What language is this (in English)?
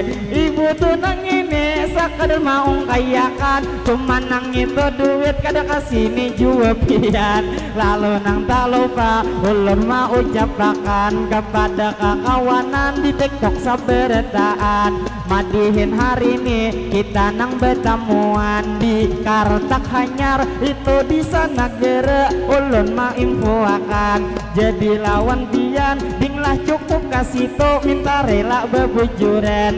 Banjar